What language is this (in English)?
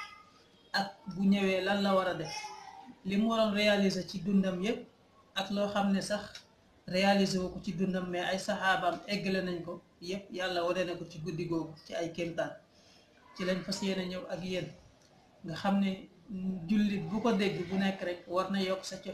Wolof